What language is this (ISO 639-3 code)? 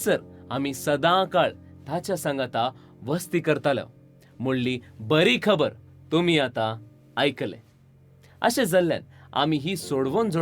kok